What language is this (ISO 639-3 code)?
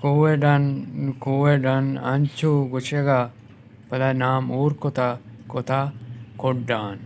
bal